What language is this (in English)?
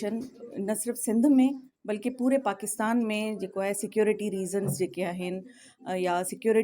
Sindhi